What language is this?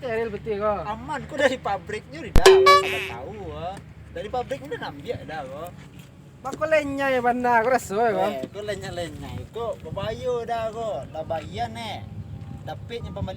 Minangkabau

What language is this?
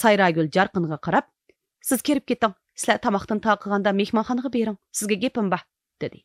Uyghur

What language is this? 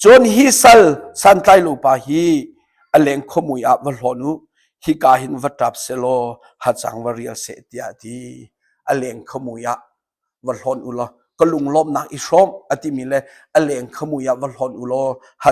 Hakha Chin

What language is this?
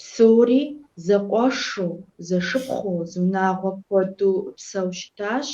Kabardian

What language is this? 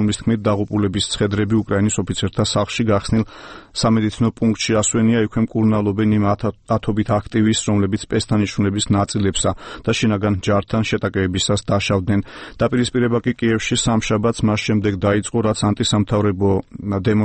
Georgian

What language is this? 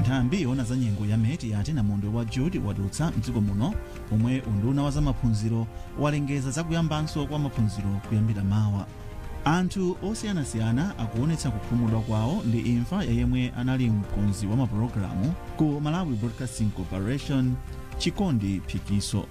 Nyanja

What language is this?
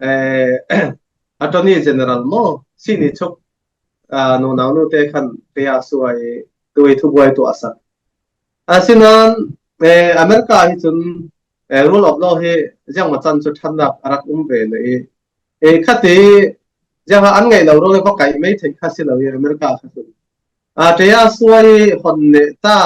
Falam Chin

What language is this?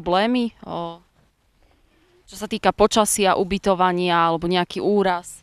Slovak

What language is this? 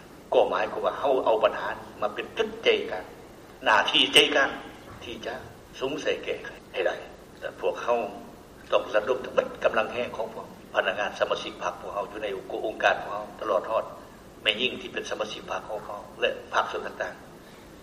Lao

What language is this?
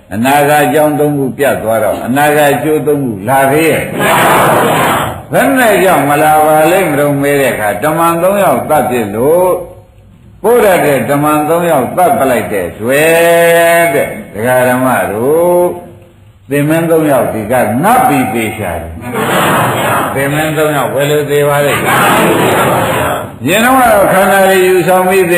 Burmese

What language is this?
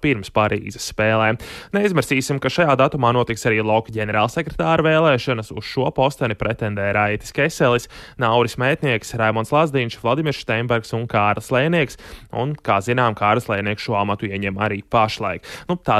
Latvian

